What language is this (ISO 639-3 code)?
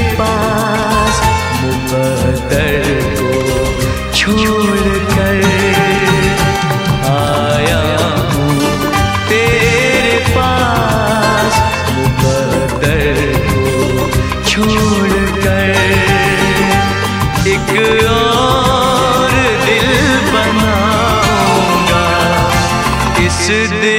hin